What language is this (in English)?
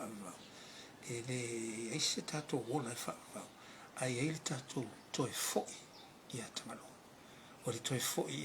Samoan